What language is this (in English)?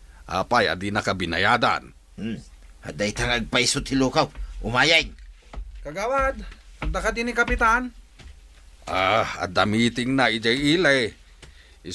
Iloko